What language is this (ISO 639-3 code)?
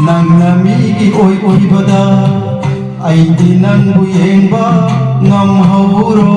mni